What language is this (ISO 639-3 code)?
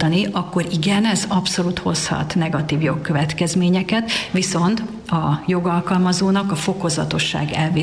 hun